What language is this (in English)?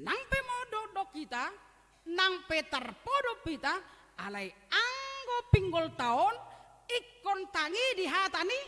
Batak Toba